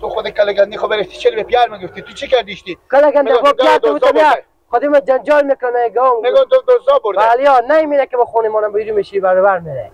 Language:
Persian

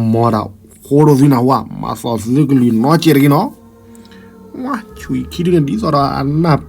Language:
S'gaw Karen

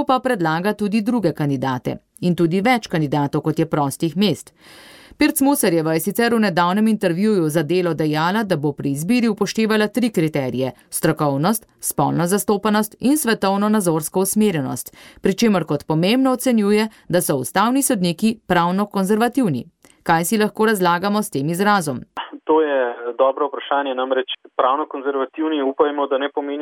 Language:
Slovenian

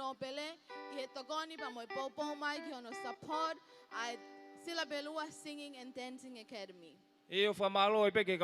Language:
Tongan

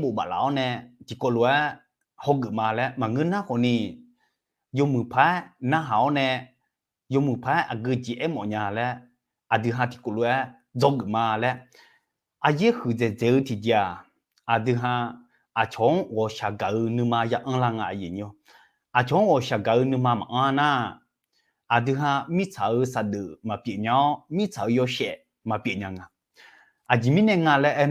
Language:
Akha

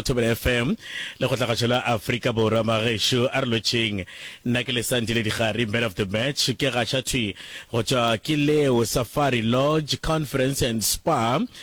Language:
Northern Sotho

